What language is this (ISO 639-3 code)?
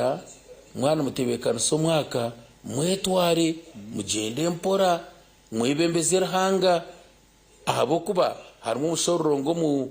nyn